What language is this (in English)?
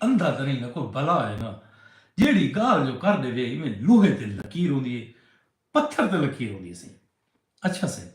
Saraiki